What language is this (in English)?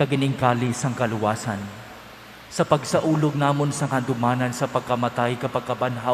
Hiligaynon